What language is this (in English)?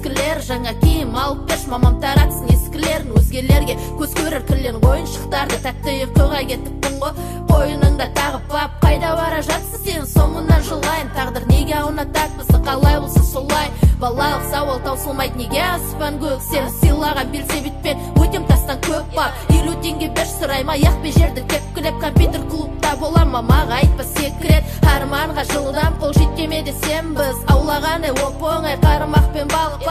Kazakh